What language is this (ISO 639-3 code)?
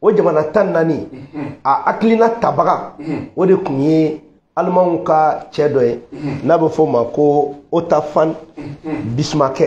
bam